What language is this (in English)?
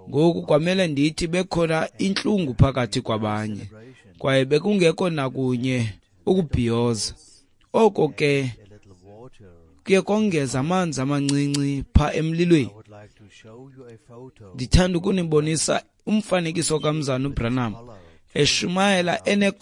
Xhosa